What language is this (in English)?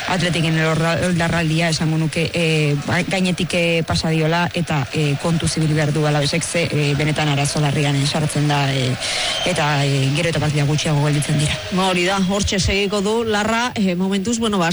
Basque